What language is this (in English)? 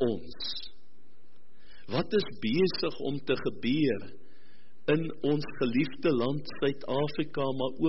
Afrikaans